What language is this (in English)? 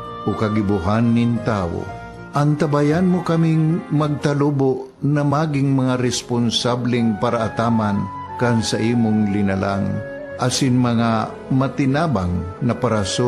Bikol